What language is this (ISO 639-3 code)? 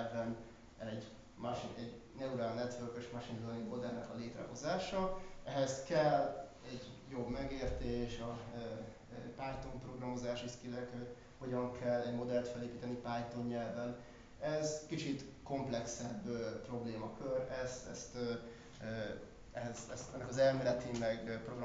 hun